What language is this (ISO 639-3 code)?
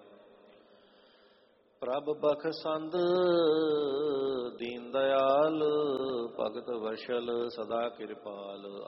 pan